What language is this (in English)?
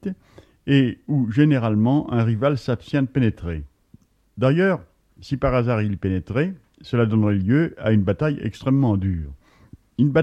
French